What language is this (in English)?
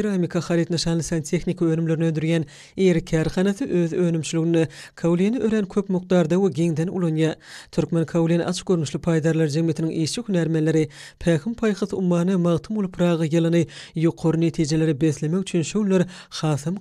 Turkmen